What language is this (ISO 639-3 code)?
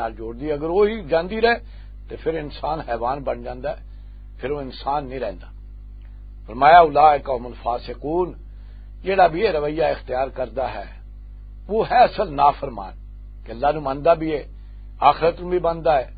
lah